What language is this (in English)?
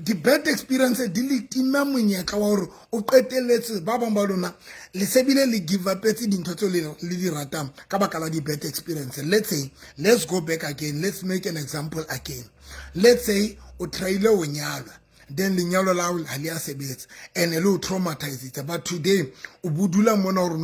Southern Sotho